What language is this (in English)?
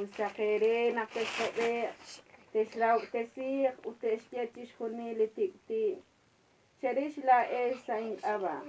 Kekchí